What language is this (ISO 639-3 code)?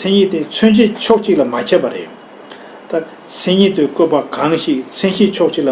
bod